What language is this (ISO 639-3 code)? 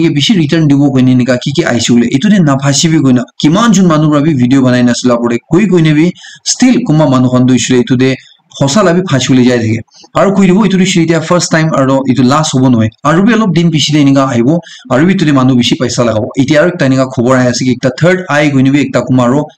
nag